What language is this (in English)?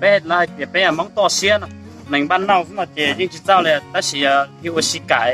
Hmong